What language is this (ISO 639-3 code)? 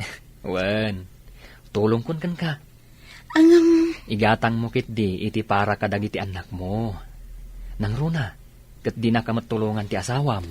ilo